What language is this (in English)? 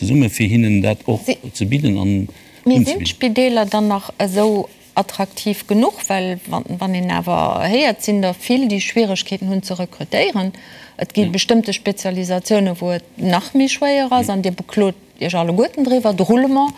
Luxembourgish